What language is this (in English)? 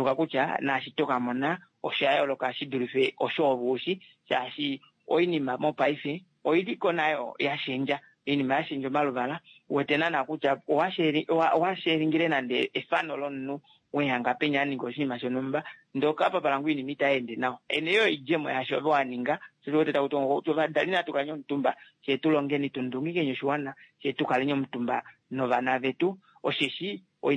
Kuanyama